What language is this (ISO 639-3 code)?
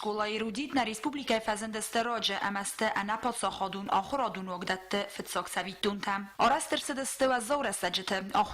oss